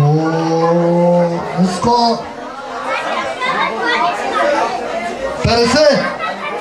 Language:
Bulgarian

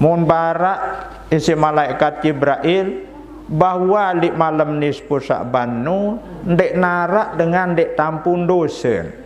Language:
Sasak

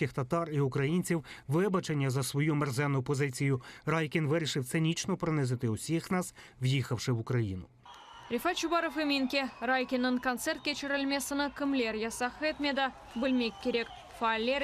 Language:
Crimean Tatar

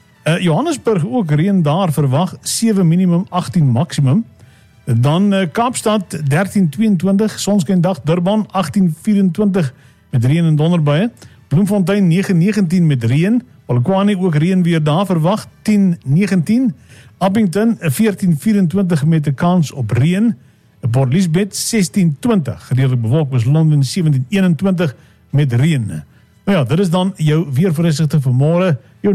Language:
Afrikaans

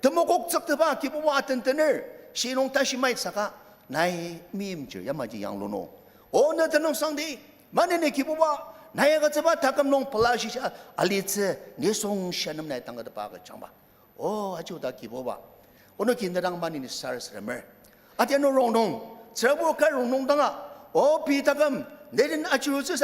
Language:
Ao Naga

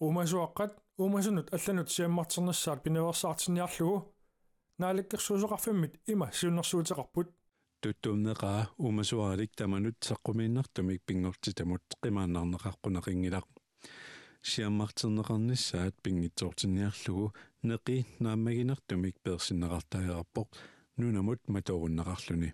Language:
Kalaallisut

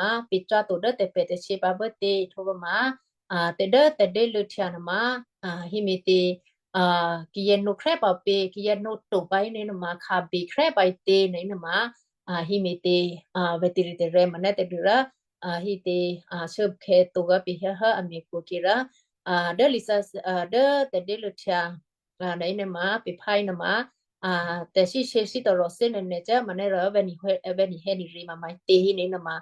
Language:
Western Kayah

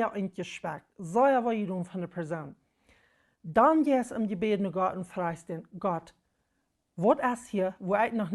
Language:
Plautdietsch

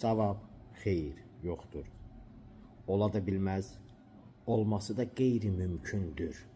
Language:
Azerbaijani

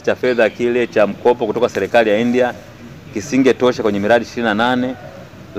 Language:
Swahili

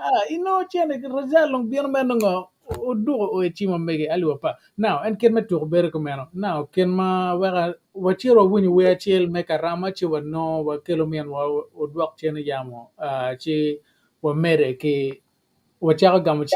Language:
Acoli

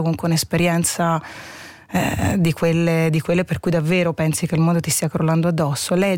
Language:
Italian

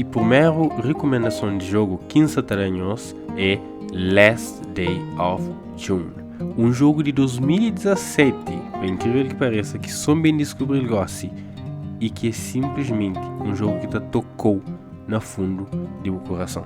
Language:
Kabuverdianu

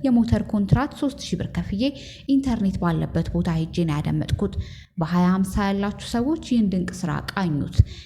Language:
Amharic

